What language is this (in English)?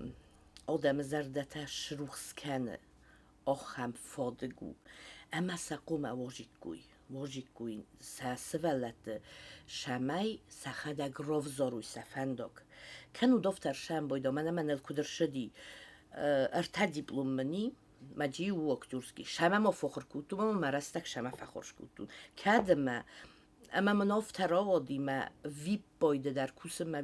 Ossetic